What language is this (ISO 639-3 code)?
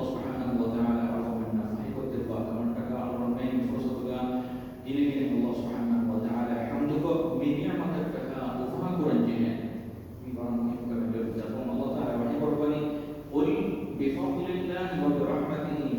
div